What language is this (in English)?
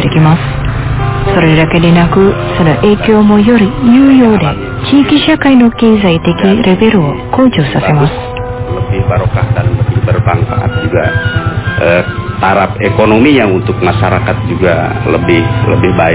Indonesian